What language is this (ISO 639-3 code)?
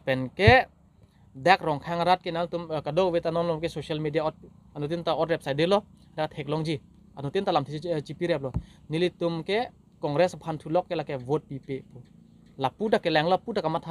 mjw